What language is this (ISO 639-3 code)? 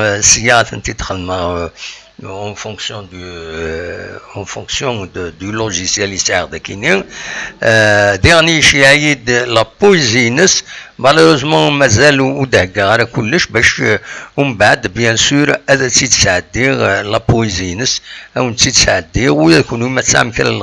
kab